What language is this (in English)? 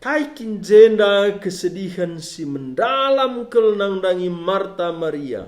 Batak Karo